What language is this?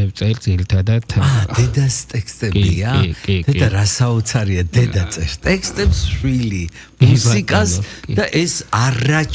Georgian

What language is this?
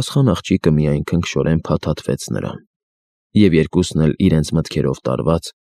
Armenian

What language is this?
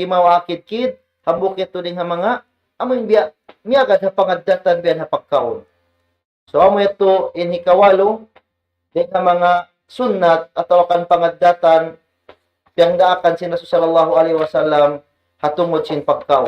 Tausug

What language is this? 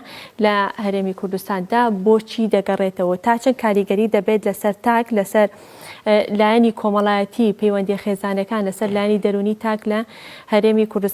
Central Kurdish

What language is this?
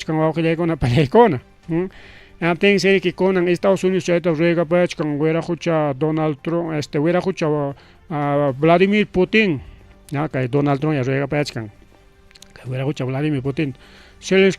Ayacucho Quechua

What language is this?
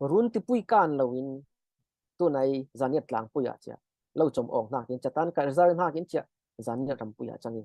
Falam Chin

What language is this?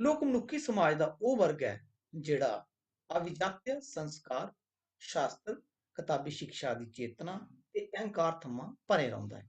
Dogri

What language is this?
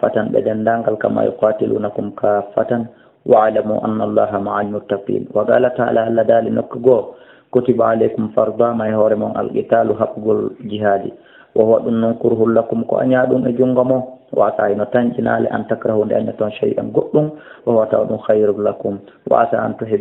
Fula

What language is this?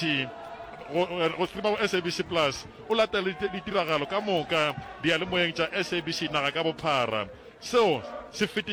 Northern Sotho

